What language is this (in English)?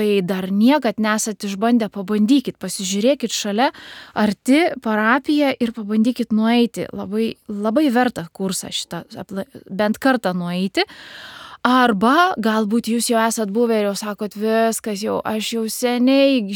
Lithuanian